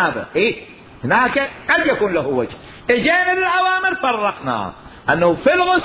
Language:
Mesopotamian Arabic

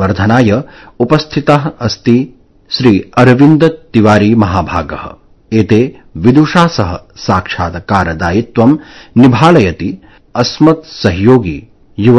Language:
Sanskrit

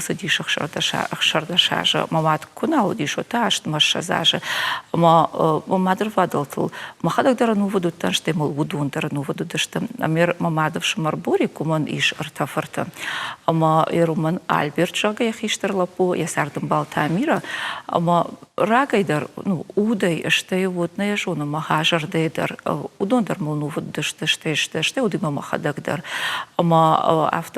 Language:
Ossetic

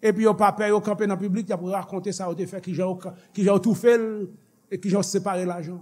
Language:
Haitian Creole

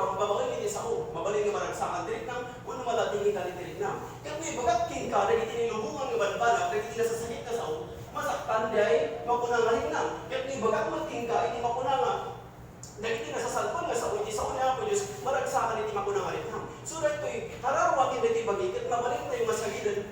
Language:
Iloko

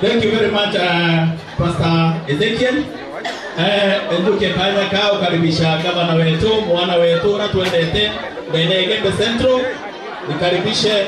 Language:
Meru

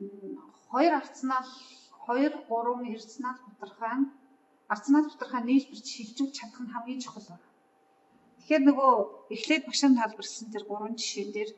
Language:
Mongolian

